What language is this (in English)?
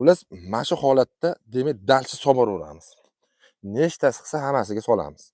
Uzbek